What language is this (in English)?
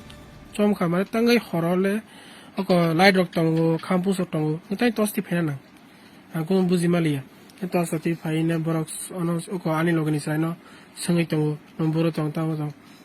Kok Borok